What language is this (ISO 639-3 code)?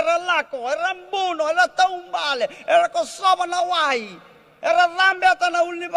fij